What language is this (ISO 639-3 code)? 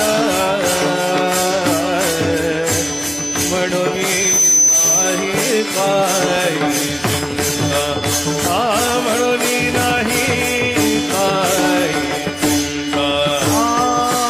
mar